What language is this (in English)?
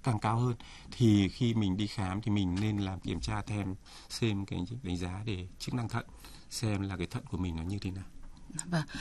Vietnamese